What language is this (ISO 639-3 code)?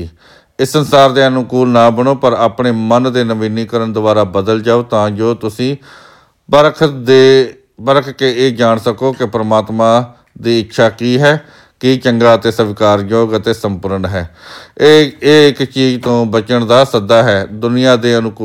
pan